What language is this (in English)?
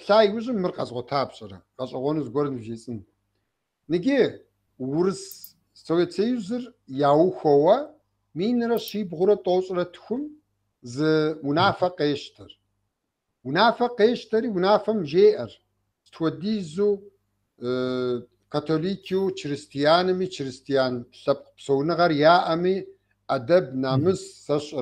Kabardian